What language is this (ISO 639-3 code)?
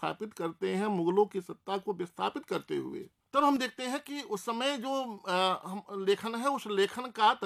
hin